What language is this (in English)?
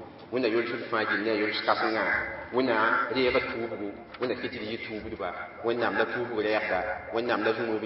Mossi